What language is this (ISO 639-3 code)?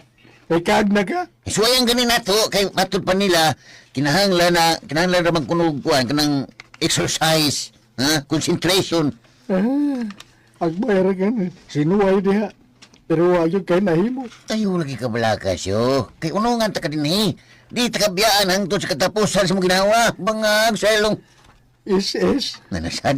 ceb